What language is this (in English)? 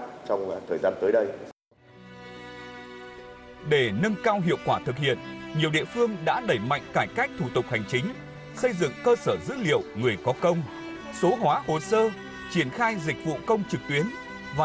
Vietnamese